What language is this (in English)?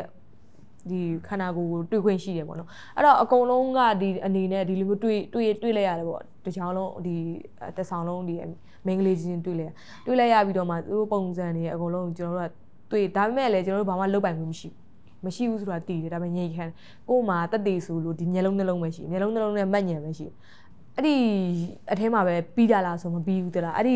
Burmese